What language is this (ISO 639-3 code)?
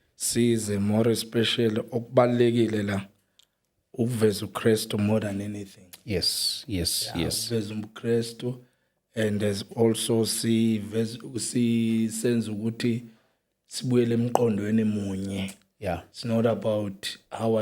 zul